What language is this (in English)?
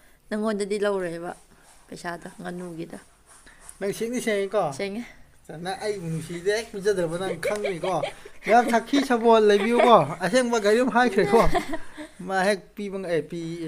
Manipuri